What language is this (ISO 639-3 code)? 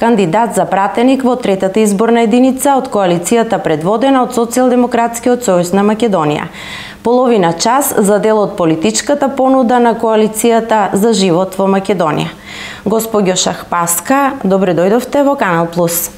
mkd